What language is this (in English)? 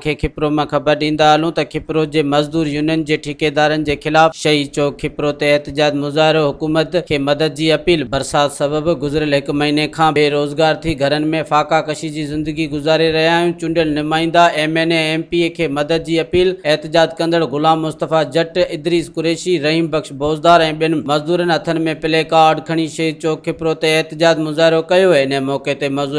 Sindhi